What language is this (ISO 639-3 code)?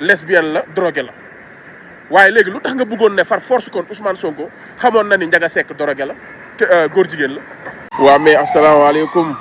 wol